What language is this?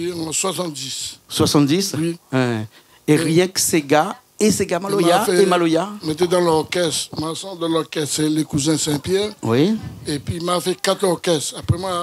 Réunion Creole French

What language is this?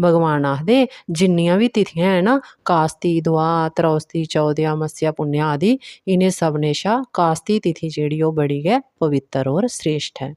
Dogri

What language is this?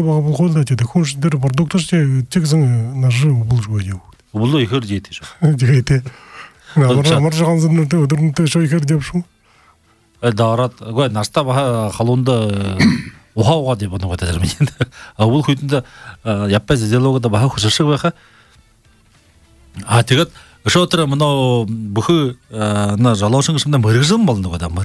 Buriat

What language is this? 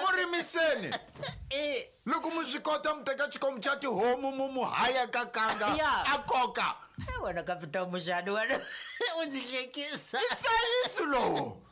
Tsonga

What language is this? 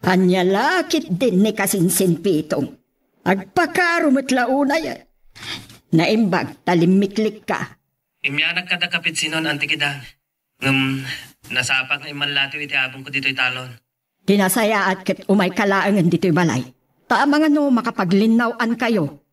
Iloko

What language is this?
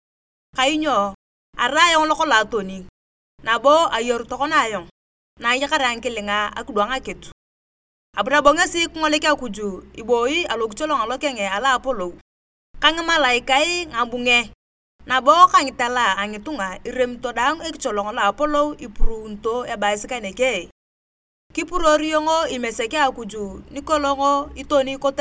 Turkana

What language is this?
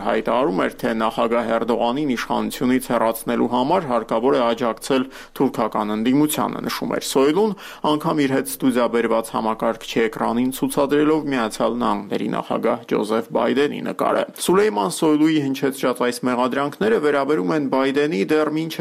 Armenian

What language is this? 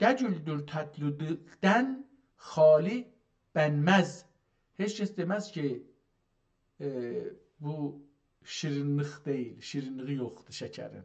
South Azerbaijani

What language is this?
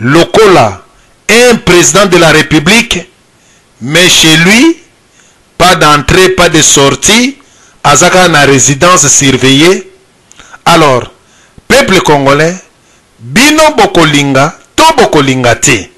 Lingala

